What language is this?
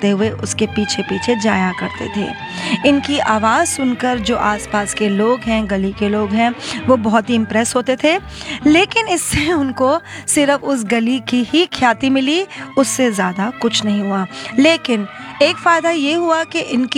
Hindi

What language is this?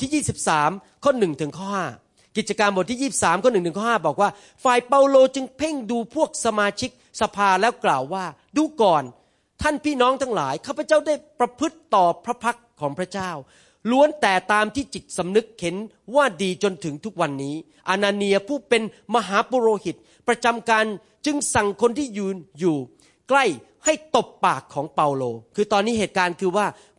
Thai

